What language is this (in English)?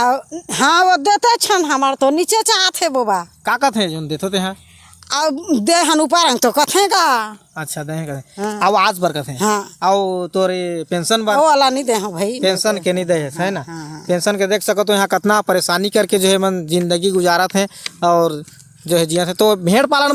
Chhattisgarhi